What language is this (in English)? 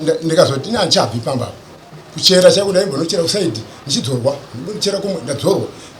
Shona